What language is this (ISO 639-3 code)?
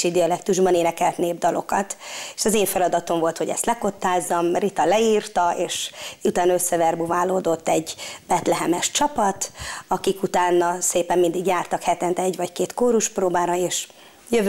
hun